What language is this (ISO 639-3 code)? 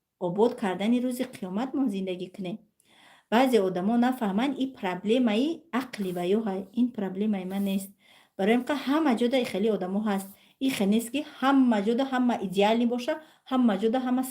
tgk